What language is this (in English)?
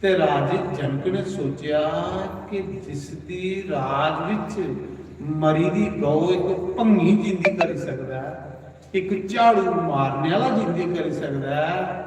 Dogri